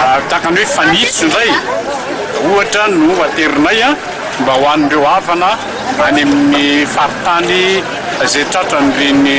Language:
Malagasy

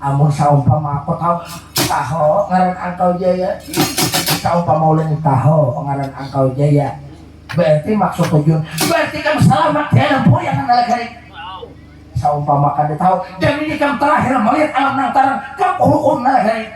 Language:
Banjar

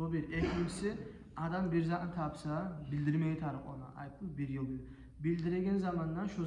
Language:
Kumyk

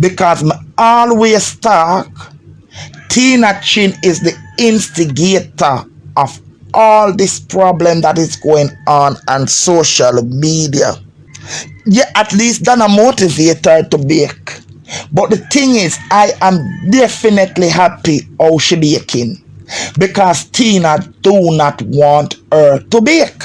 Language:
Jamaican Creole English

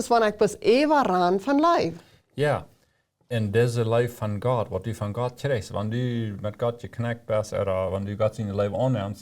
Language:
Plautdietsch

